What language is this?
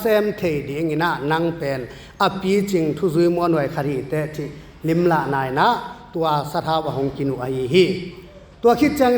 Tedim Chin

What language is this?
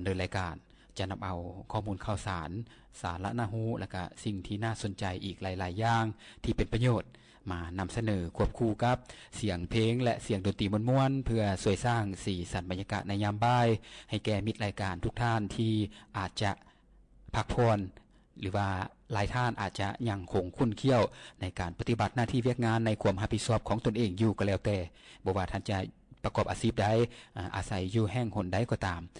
Lao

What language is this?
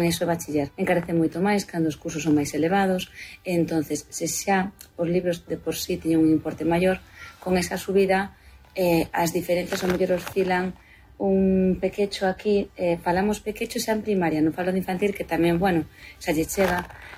Galician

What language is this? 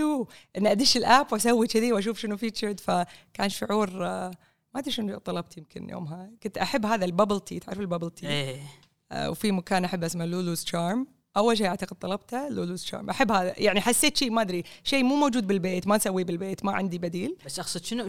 Gulf Arabic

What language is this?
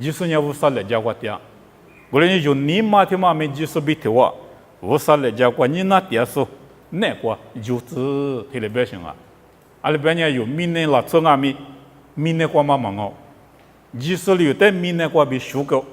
Lisu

